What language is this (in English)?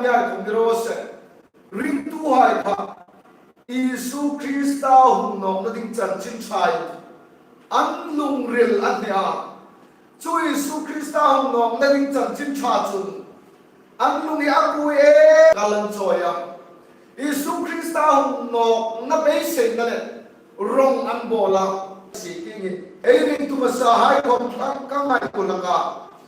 Hmar